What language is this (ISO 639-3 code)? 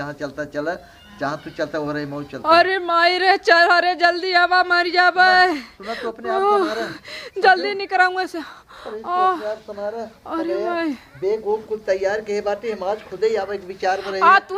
awa